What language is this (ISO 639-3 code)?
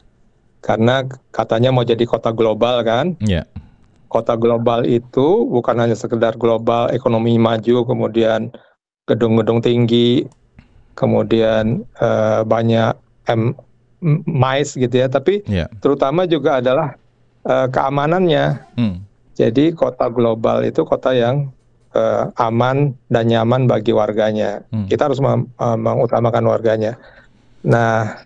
ind